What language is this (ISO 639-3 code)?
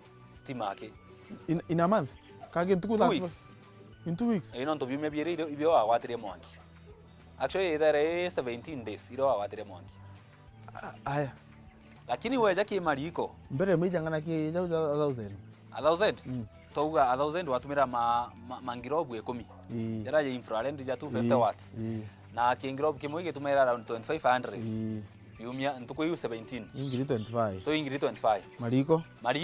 mer